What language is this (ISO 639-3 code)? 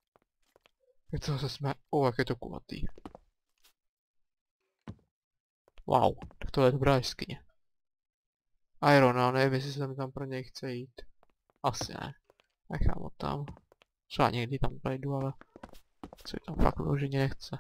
ces